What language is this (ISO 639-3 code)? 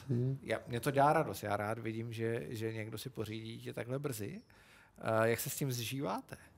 ces